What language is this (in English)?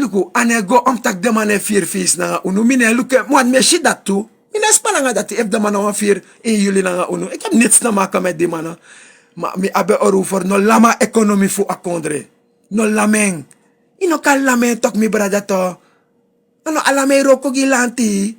Sranan Tongo